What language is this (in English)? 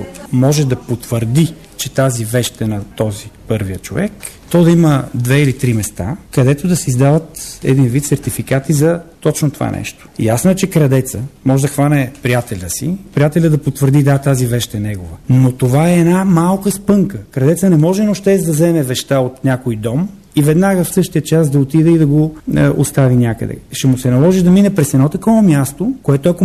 Bulgarian